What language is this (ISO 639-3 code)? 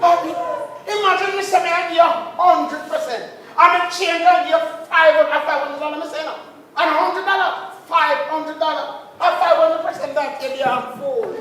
jam